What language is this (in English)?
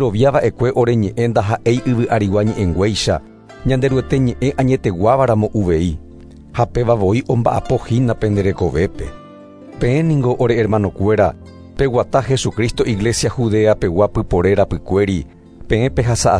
Guarani